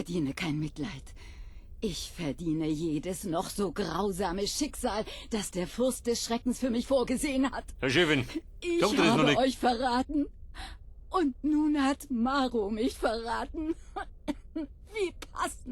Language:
Bavarian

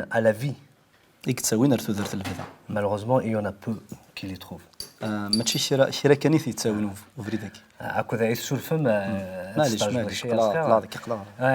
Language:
Kabyle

